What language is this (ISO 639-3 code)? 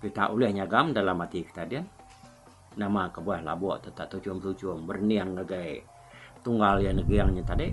iba